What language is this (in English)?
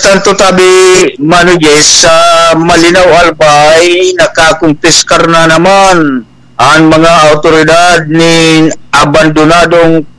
Bikol